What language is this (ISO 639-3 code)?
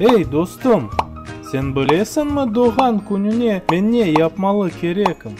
crh